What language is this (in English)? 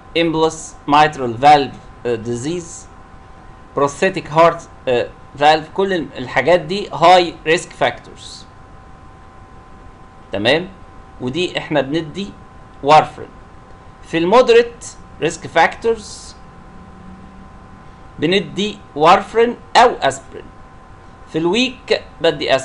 Egyptian Arabic